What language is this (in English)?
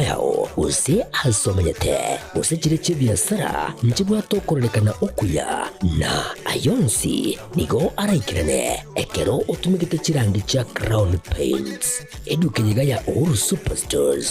Gusii